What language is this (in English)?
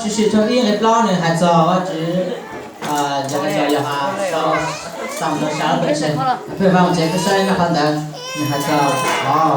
Hmong